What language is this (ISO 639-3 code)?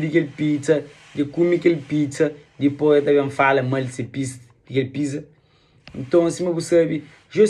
kea